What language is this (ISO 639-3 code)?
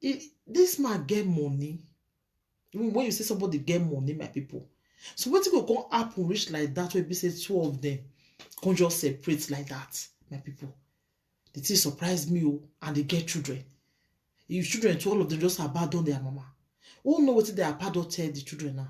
pcm